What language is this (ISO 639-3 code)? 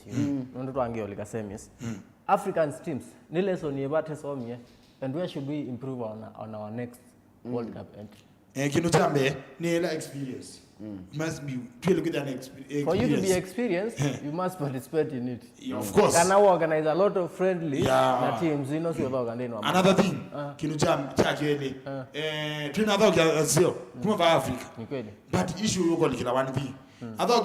kam